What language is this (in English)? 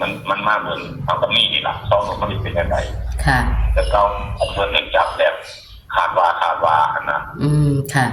Northeastern Thai